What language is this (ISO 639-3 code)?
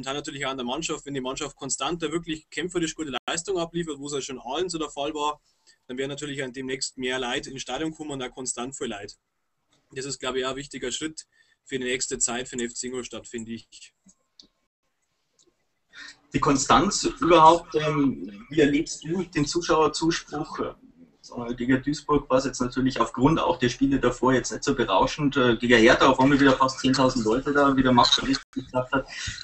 deu